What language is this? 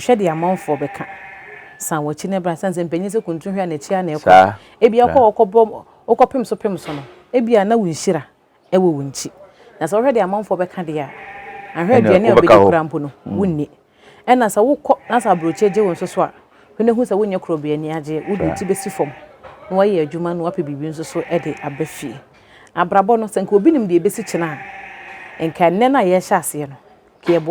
Akan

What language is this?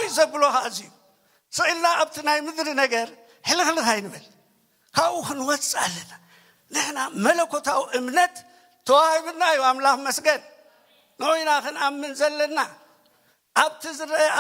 Tigrinya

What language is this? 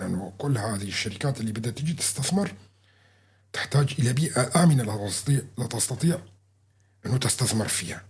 North Levantine Arabic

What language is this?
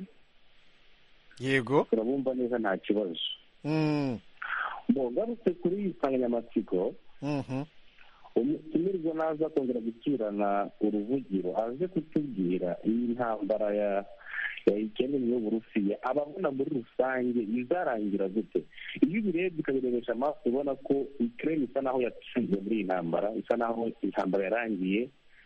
Kinyarwanda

